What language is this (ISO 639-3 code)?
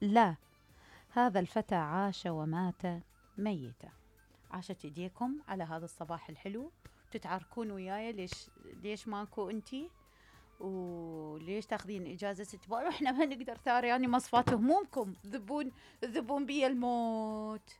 acm